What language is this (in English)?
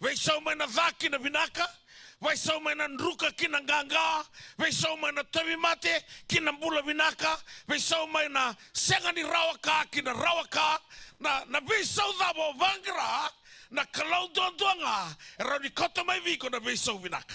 Fijian